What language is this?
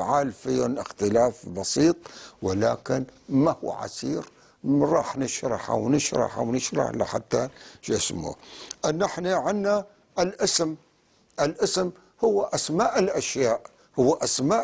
North Levantine Arabic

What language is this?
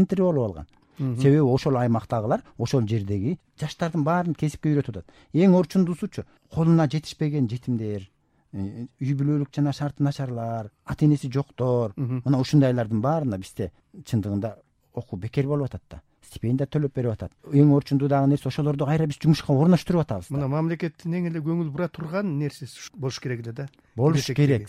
Kyrgyz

